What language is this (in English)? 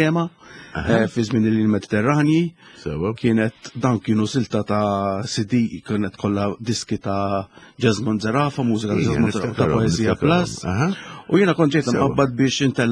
Maltese